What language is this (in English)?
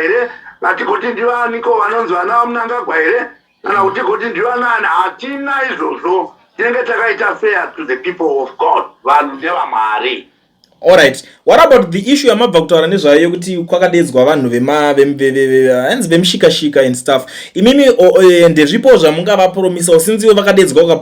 Shona